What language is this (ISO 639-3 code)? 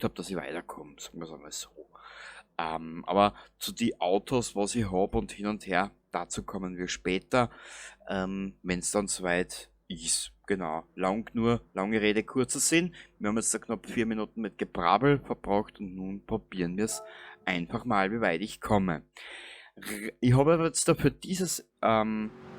bar